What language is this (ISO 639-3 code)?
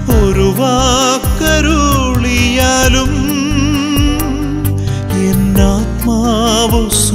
mal